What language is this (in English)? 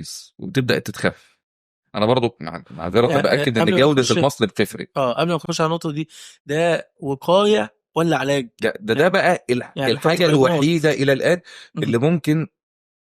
Egyptian Arabic